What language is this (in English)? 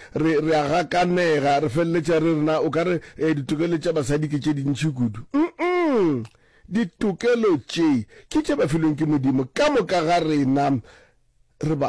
Northern Sotho